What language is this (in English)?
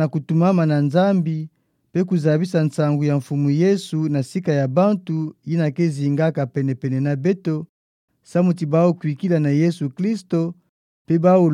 Kituba (Democratic Republic of Congo)